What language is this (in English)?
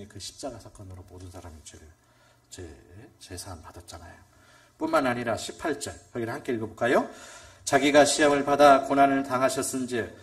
Korean